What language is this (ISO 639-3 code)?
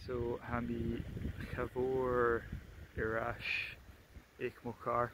gla